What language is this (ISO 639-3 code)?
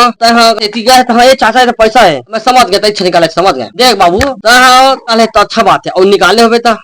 hne